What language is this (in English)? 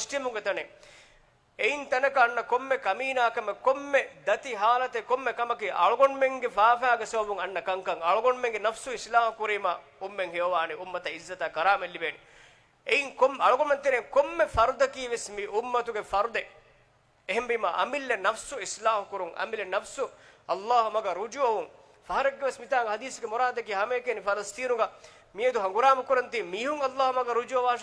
Divehi